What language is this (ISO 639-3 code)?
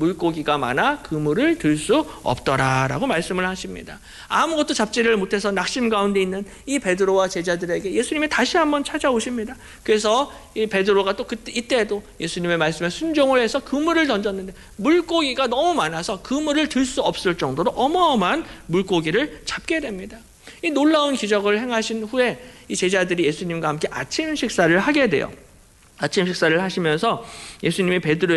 kor